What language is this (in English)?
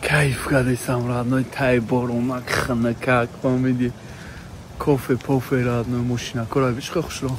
Tajik